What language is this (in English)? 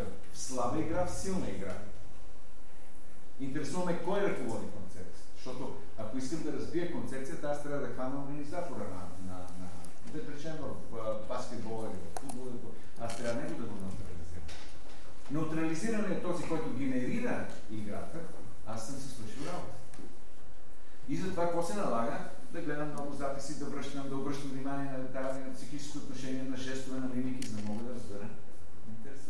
Bulgarian